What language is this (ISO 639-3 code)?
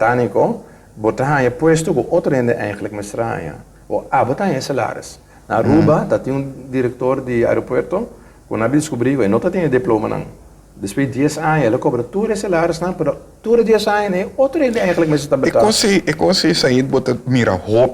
pap